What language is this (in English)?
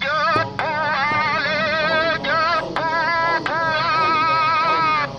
Buginese